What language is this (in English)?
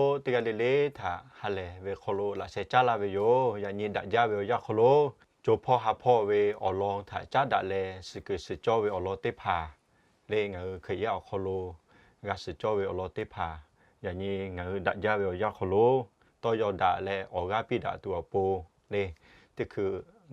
Lahu